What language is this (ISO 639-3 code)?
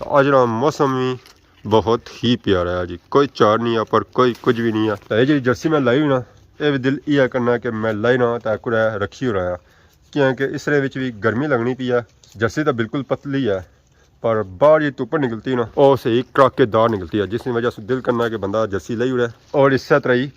phr